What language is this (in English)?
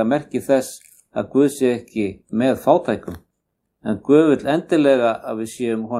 Icelandic